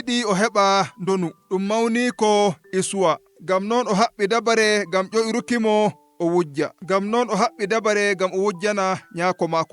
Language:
Nigerian Fulfulde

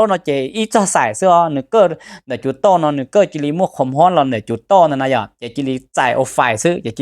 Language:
Hmong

